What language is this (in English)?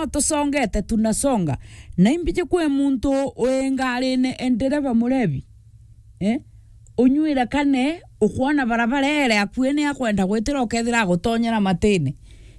Meru